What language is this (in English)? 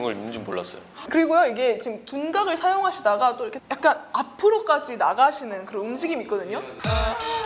Korean